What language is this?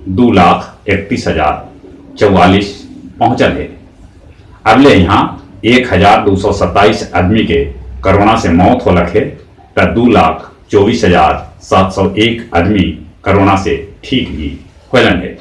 Magahi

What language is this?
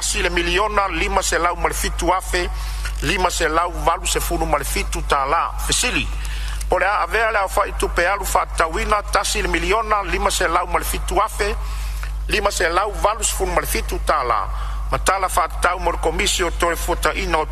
Samoan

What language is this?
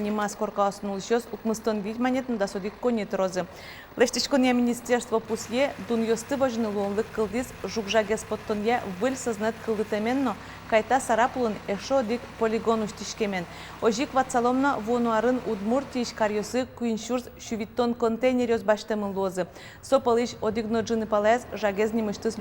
Udmurt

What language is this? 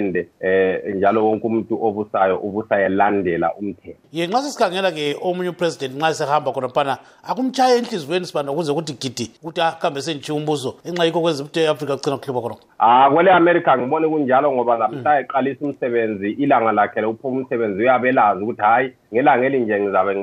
North Ndebele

